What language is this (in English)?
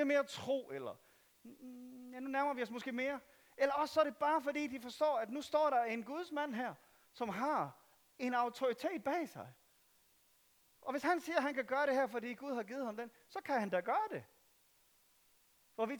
Danish